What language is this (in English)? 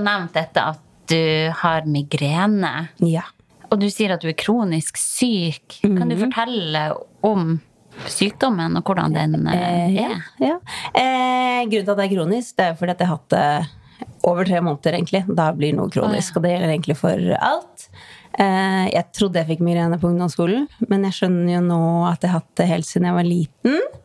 Norwegian